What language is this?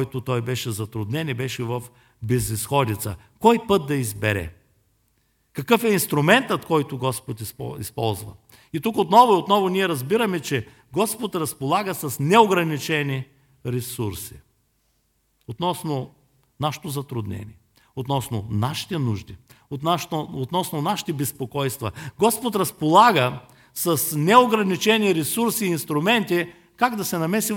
Bulgarian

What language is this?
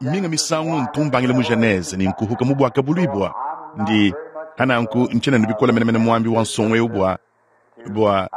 Luba-Lulua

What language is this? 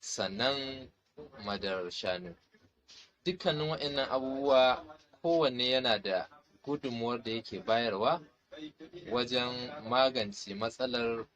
Hausa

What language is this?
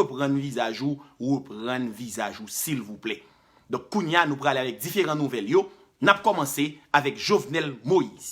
Haitian Creole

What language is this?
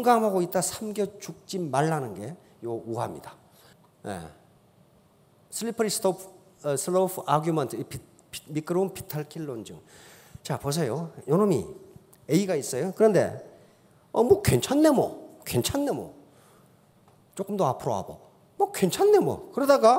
Korean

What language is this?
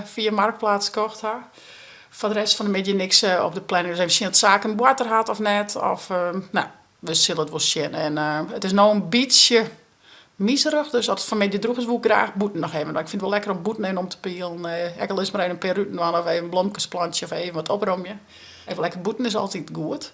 Western Frisian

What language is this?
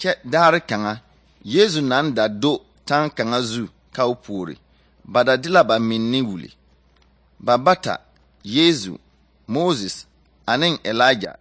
Southern Dagaare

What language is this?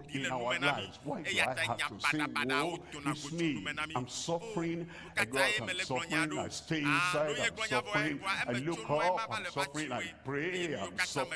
Ewe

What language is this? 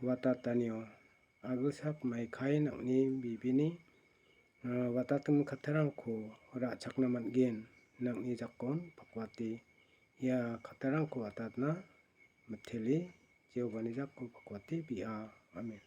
Garo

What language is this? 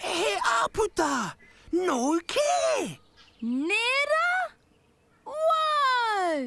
Māori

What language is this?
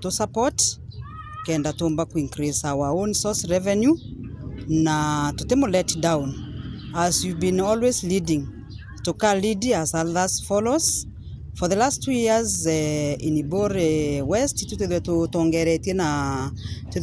Meru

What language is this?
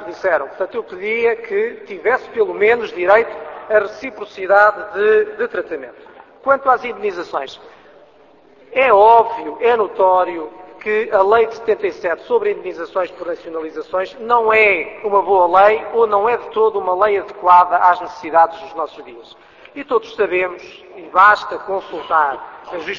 Portuguese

